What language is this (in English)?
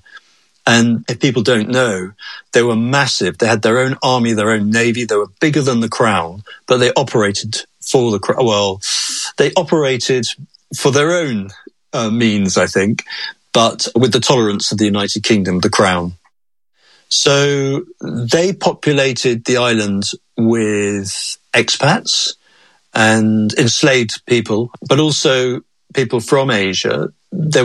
English